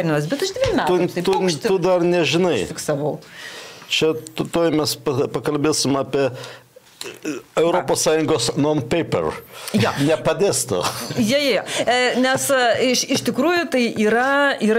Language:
Lithuanian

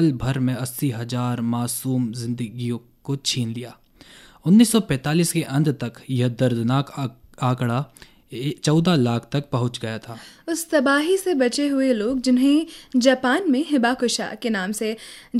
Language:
Hindi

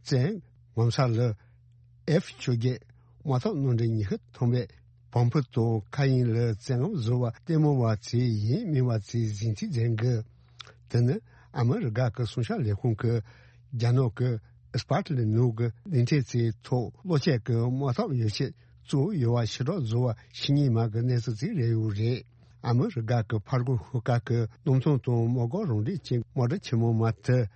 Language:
Tibetan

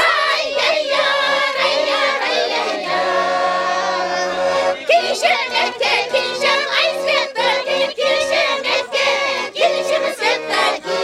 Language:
Chuvash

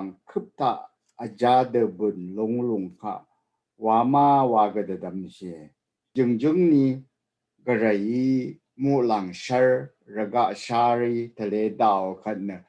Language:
Rawang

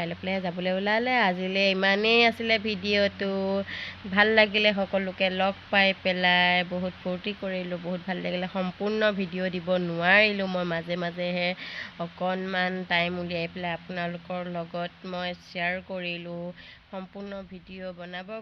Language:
Assamese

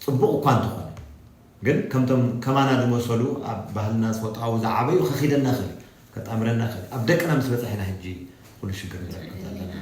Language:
Tigrinya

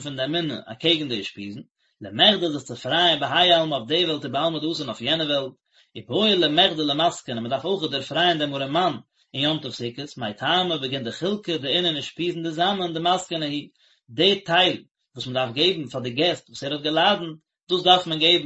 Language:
Yiddish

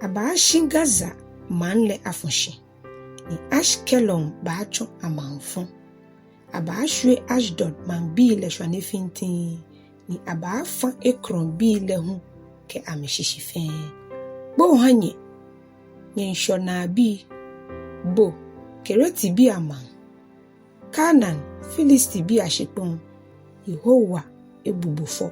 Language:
Ga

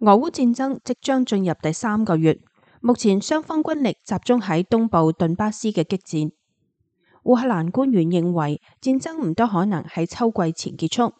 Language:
Cantonese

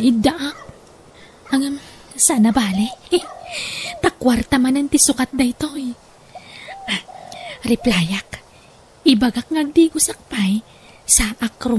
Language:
Iloko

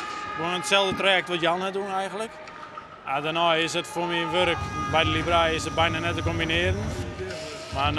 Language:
Western Frisian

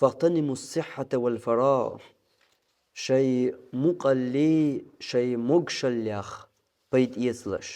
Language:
Chechen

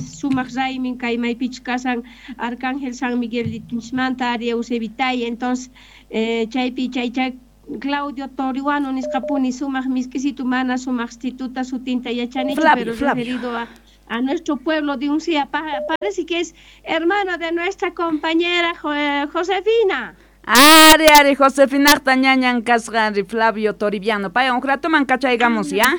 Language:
South Bolivian Quechua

